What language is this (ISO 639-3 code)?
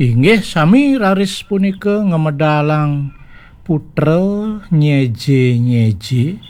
ban